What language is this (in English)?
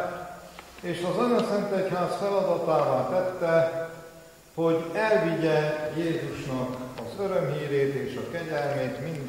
Hungarian